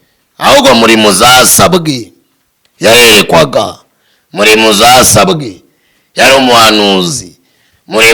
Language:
Kinyarwanda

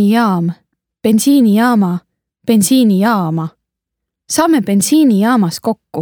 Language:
Estonian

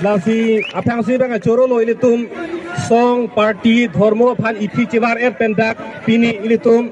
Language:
Karbi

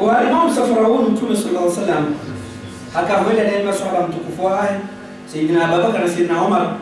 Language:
Ngazidja Comorian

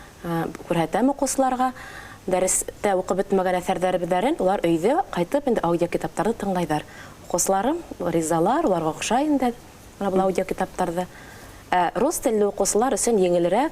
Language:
Bashkir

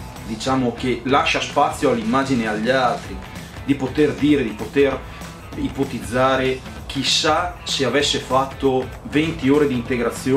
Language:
Italian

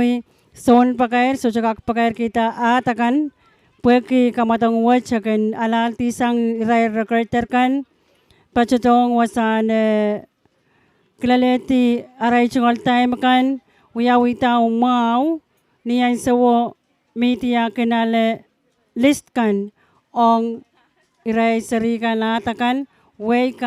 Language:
Pohnpeian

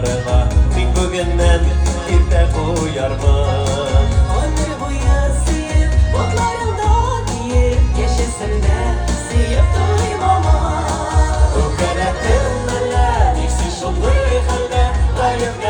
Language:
Bashkir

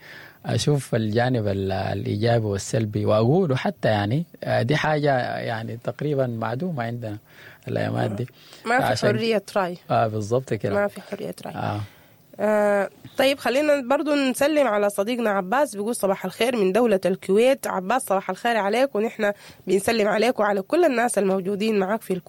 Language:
Sudanese Arabic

